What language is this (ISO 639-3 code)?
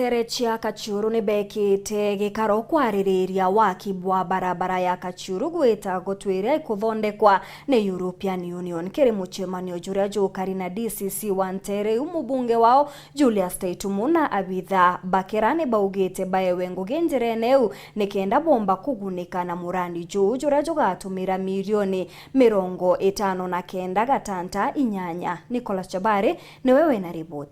mer